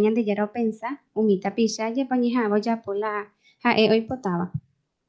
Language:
Guarani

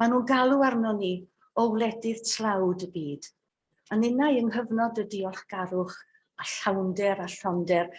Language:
Welsh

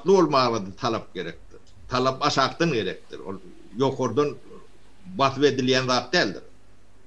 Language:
Turkmen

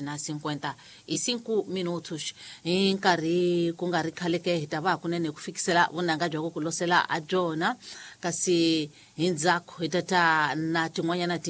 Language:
Tsonga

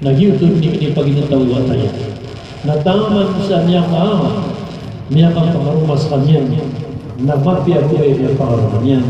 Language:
Maranao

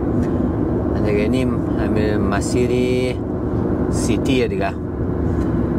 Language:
Persian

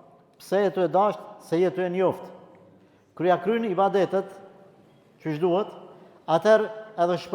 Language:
Albanian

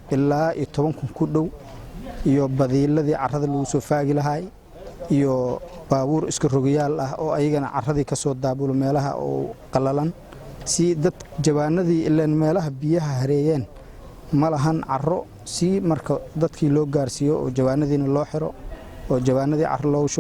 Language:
Somali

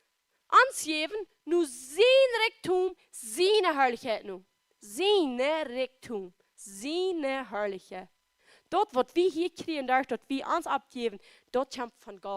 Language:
Plautdietsch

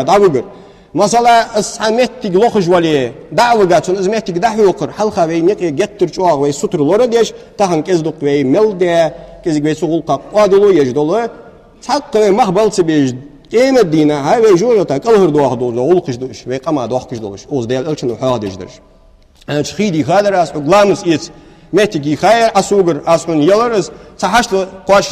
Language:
Ingush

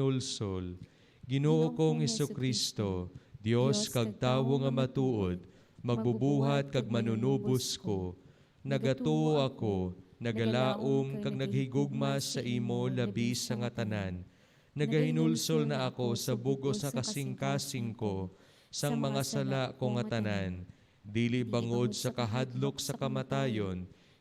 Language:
Hiligaynon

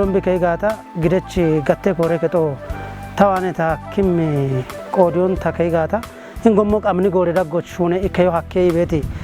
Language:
Kafa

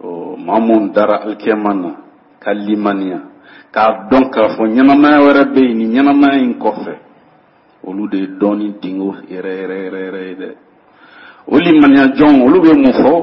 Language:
Bambara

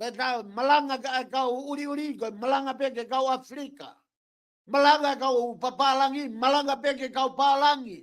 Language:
Tongan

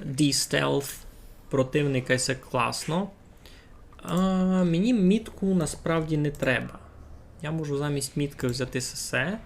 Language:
Rusyn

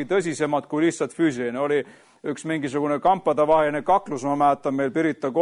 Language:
Estonian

